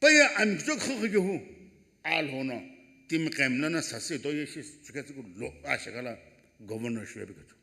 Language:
Sumi Naga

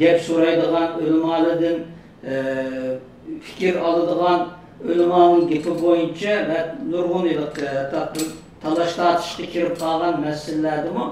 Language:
Uyghur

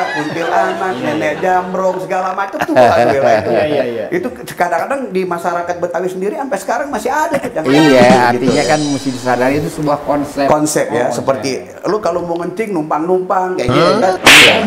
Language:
Betawi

